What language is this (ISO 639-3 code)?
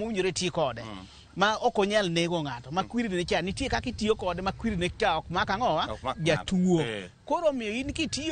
luo